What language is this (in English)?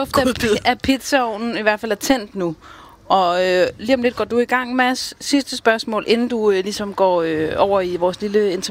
Danish